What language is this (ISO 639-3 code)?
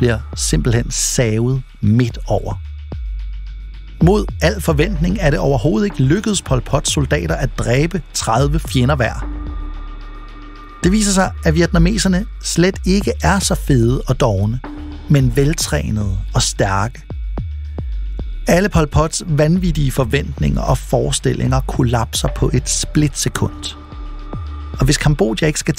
dan